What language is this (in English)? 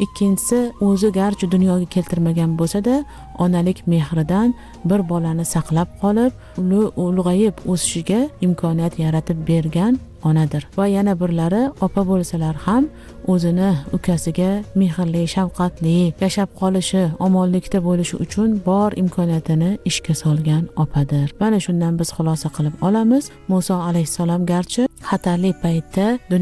Uzbek